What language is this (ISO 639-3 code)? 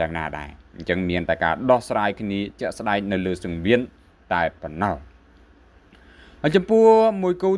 khm